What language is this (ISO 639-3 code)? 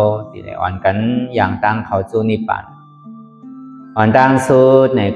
shn